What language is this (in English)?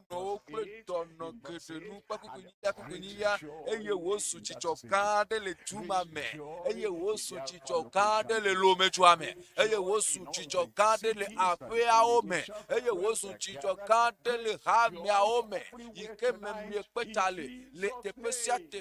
Ewe